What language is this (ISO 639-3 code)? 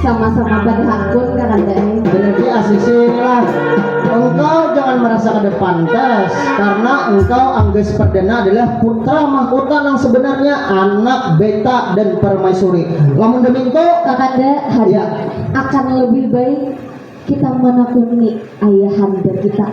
bjn